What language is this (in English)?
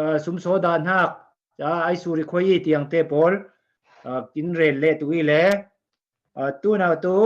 Falam Chin